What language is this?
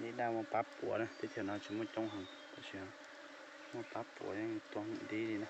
Hmong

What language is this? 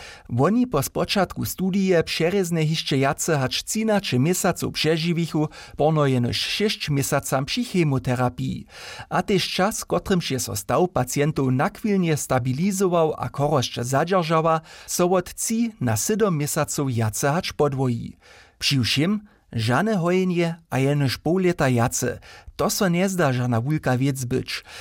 Upper Sorbian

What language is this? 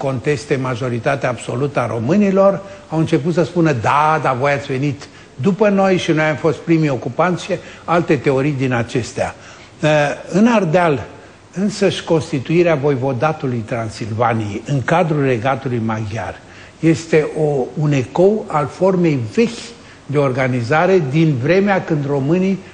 Romanian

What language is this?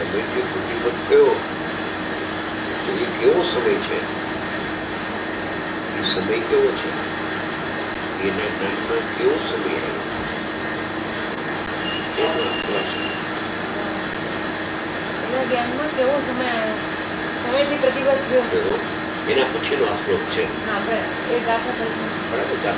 Gujarati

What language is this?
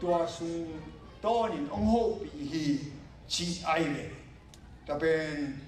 Tedim Chin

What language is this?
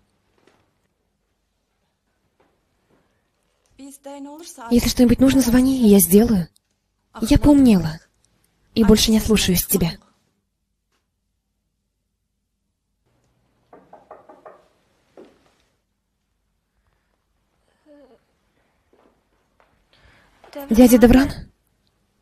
Russian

